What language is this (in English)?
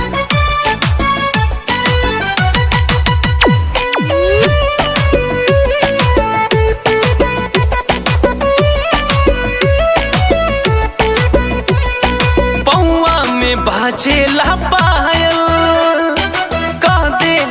Bhojpuri